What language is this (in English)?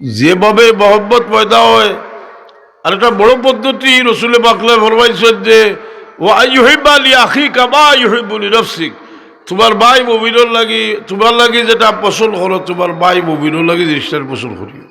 Sylheti